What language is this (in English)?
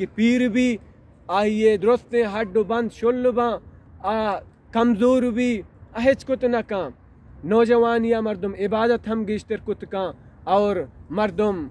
Baluchi